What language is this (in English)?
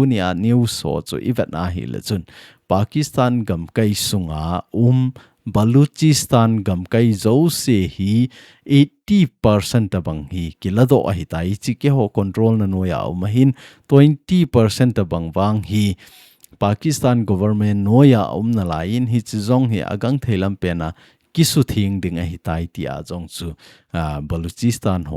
Thado Chin